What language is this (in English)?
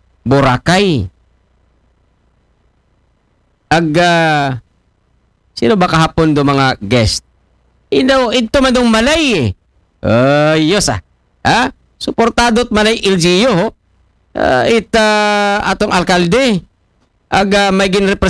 Aklanon